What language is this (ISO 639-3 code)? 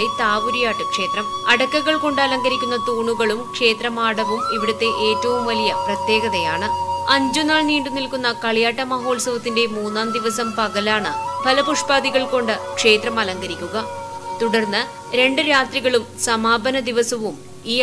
mal